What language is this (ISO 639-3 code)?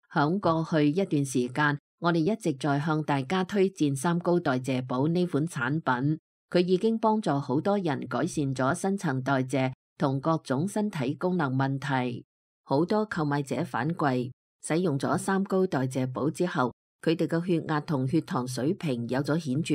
yue